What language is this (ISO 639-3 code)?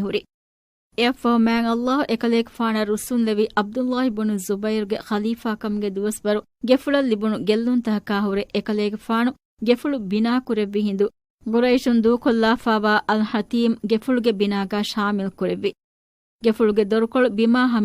div